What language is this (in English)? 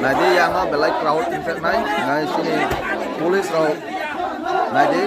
Kok Borok